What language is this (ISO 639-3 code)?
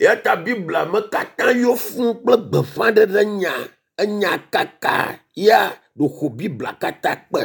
ewe